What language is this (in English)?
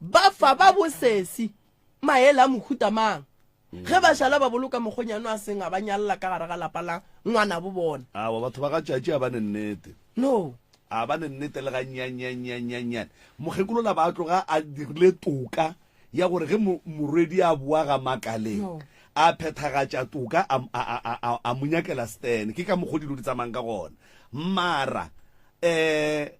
Northern Sotho